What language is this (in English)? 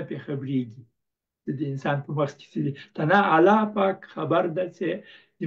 Pashto